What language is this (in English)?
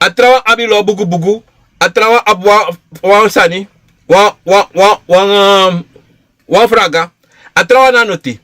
Sranan Tongo